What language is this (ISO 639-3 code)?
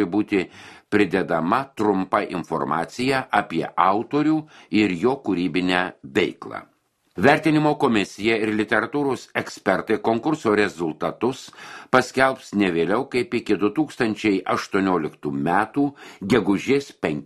lit